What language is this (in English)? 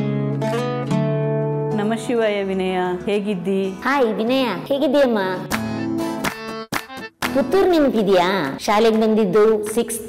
Kannada